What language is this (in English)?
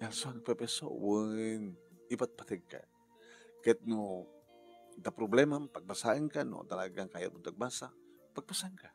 Iloko